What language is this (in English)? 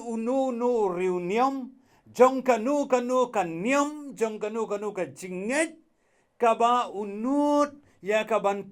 Khasi